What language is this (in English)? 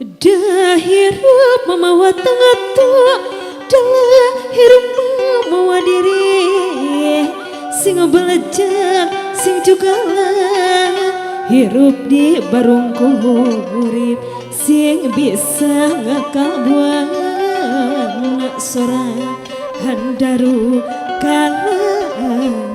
Sundanese